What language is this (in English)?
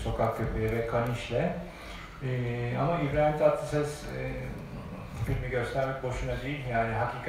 Turkish